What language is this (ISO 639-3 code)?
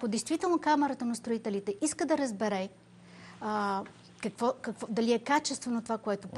bul